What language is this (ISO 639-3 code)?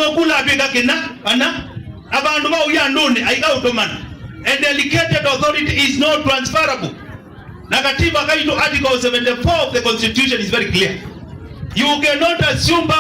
kam